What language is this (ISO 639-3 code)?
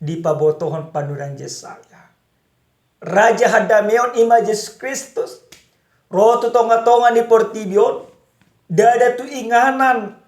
bbc